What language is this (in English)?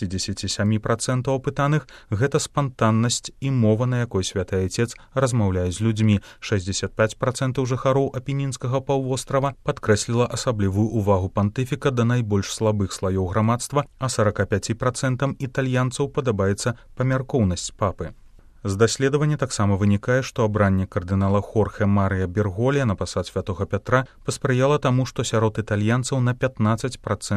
Belarusian